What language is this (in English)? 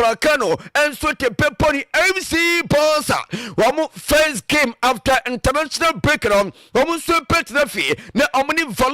Akan